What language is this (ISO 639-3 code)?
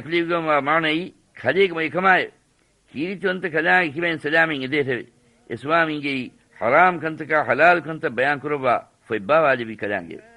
div